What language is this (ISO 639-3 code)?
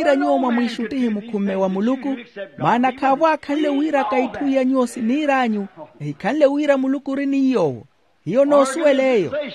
vmw